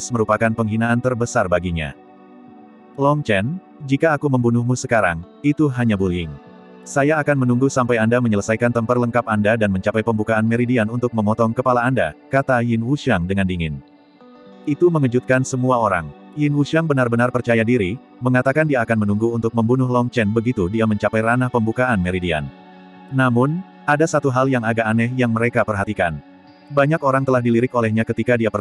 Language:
Indonesian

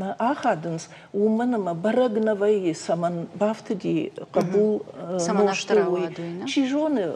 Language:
Ossetic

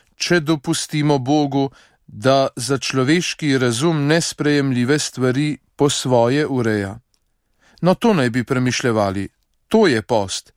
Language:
Slovenian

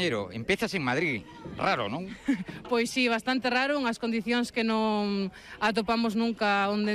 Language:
Galician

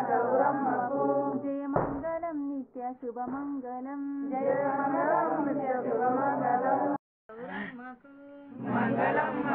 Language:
Telugu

